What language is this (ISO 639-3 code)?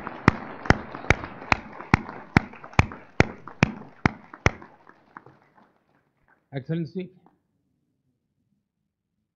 hin